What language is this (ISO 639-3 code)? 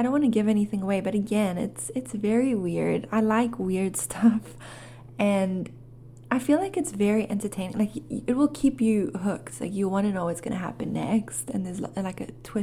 eng